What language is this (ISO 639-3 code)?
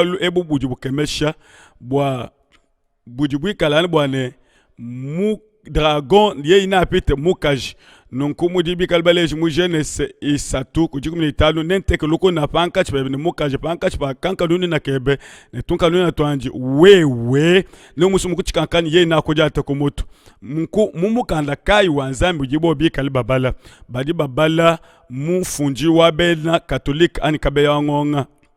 lua